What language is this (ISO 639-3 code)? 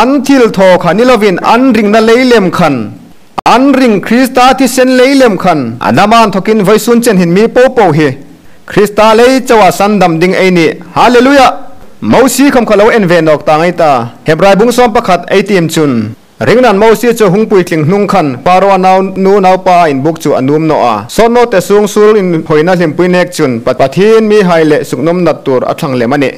hmr